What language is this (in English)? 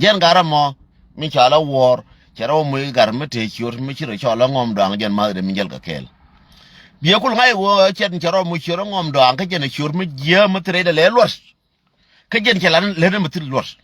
Nuer